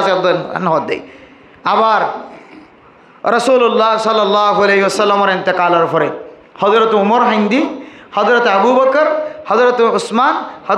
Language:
Rohingya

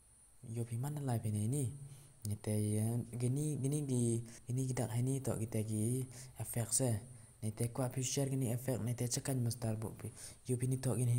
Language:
Khasi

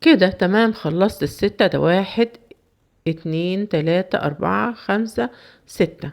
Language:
Egyptian Arabic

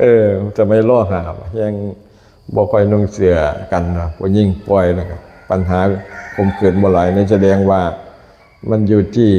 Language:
Lao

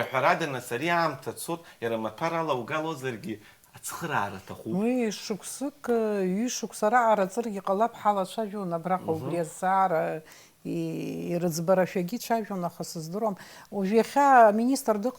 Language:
Abkhazian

